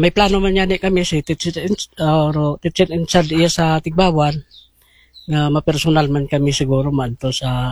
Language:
Aklanon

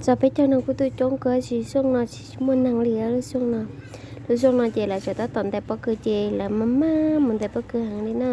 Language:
Hmong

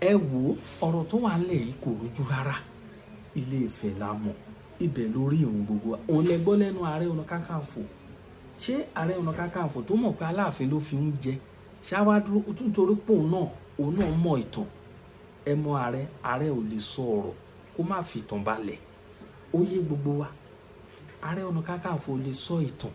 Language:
Yoruba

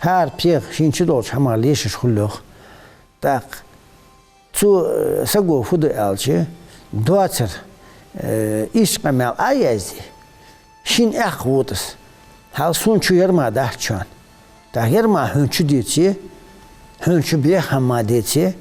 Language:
Ingush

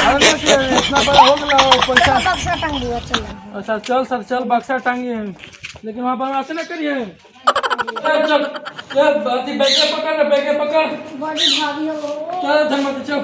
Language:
Magahi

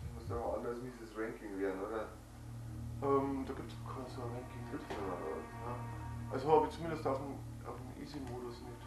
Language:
Bavarian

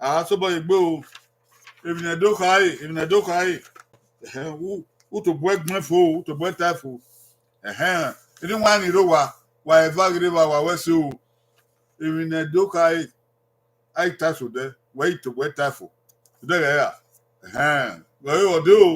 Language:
Bini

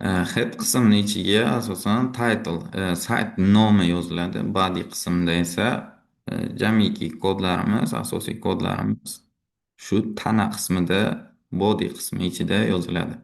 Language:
Uzbek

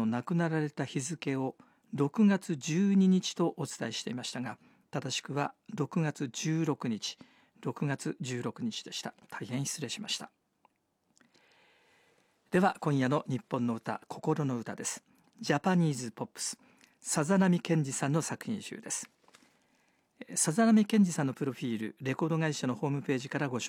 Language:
Japanese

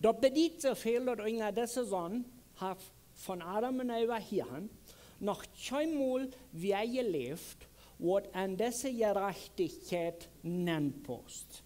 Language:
Plautdietsch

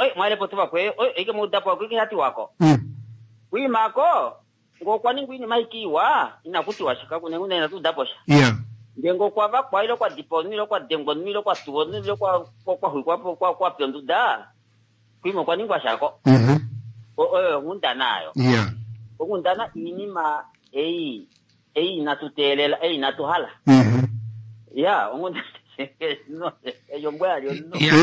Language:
Kuanyama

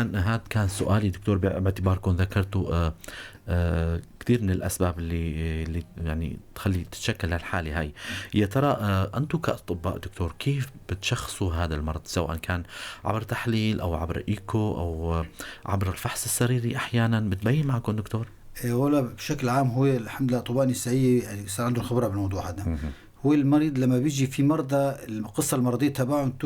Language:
North Levantine Arabic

